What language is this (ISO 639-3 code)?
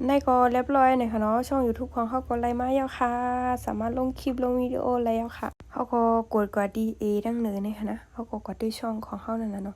shn